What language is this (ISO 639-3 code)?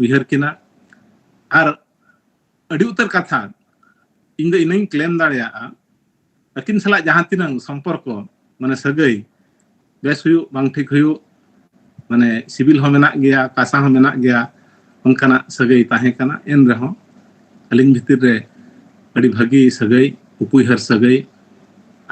sat